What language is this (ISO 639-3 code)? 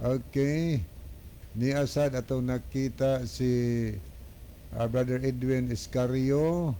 ceb